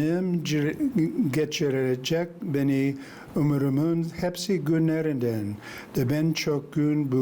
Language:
Gagauz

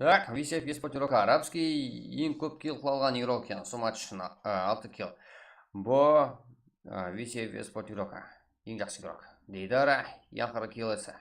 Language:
Kara-Kalpak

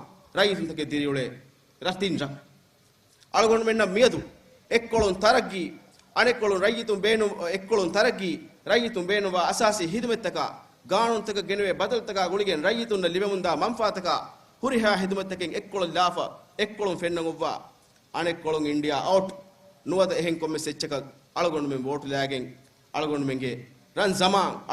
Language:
Divehi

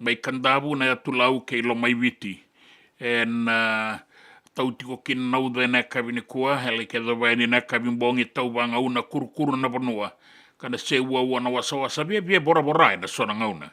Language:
Fijian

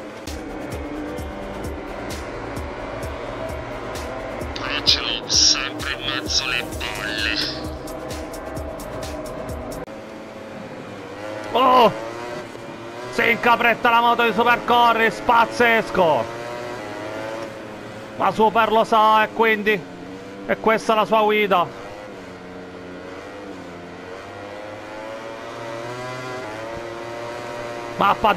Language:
Italian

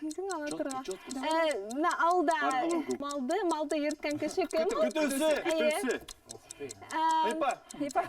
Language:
Bashkir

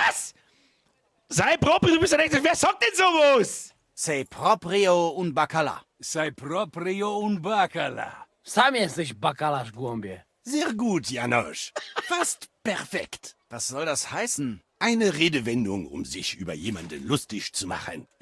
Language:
Bavarian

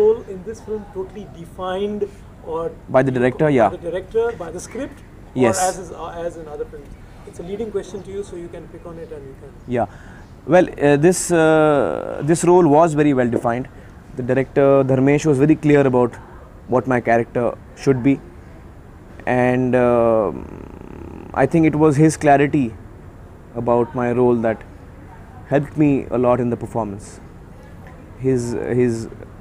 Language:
English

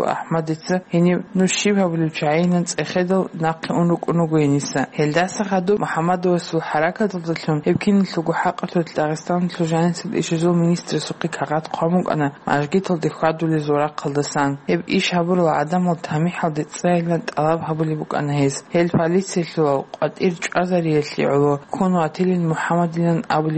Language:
Avaric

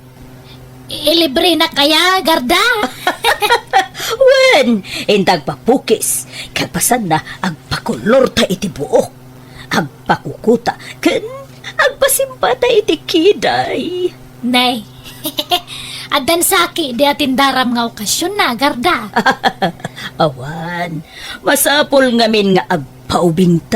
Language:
Iloko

